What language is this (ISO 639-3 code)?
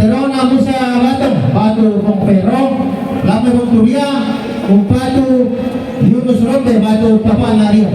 sda